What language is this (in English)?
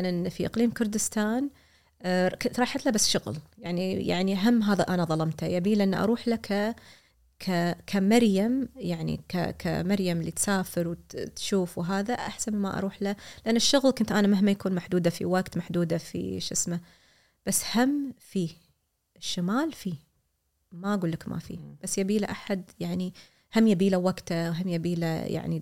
Gulf Arabic